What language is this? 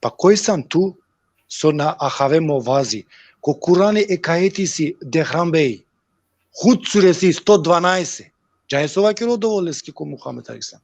Balkan Romani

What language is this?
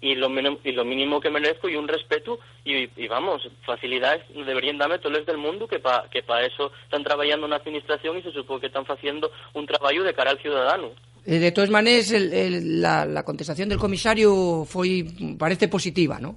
Asturian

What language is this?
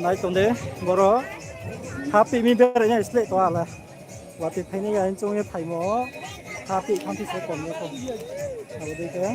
Riang (India)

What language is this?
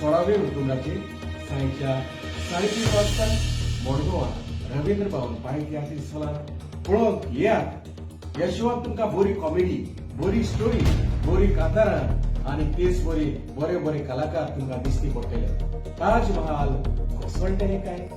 Konkani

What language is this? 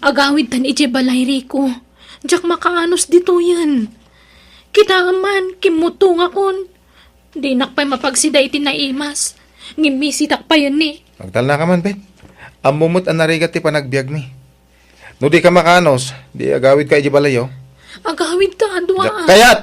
Iloko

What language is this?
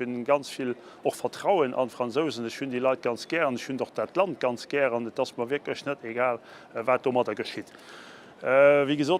Luxembourgish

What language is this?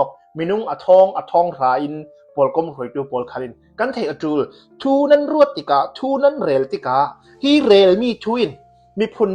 Hakha Chin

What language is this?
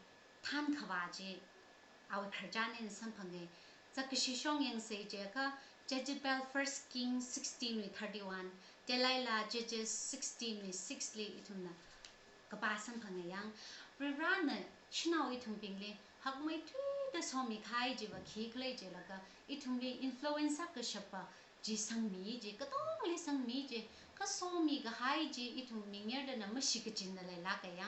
Tangkhul Naga (India)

